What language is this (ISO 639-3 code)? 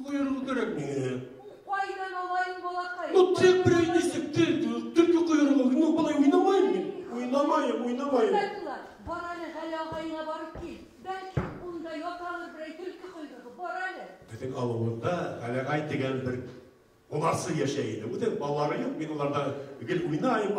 bak